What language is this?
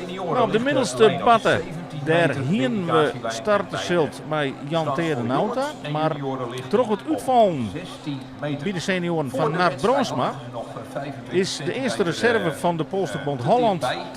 Western Frisian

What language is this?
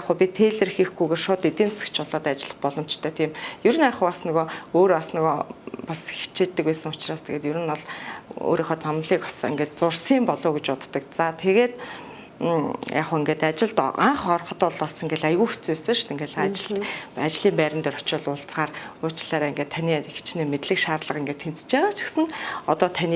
Mongolian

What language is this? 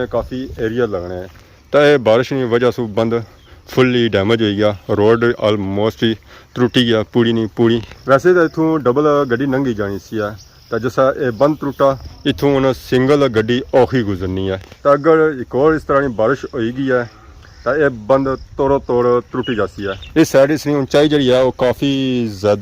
Pahari-Potwari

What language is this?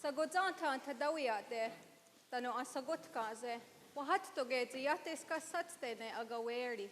Mohawk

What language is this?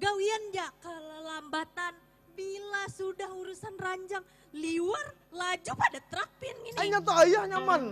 Banjar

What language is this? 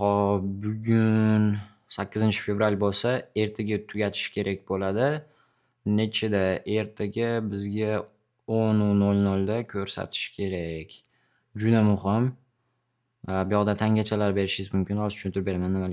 Uzbek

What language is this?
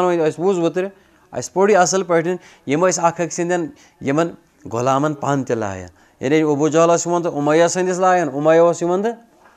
Kashmiri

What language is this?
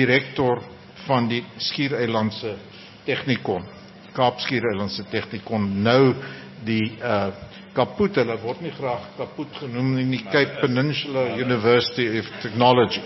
Afrikaans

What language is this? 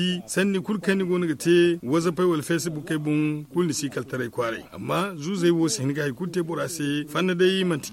Zarma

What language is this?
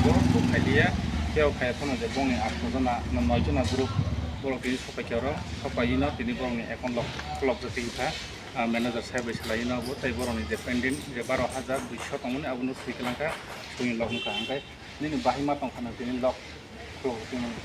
Kok Borok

